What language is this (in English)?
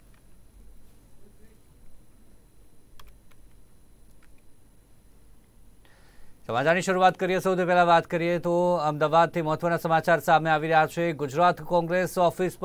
Gujarati